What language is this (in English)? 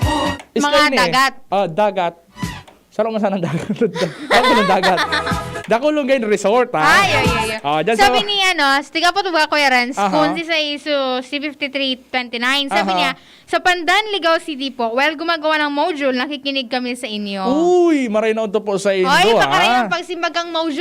Bikol